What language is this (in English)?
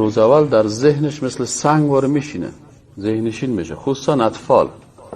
Persian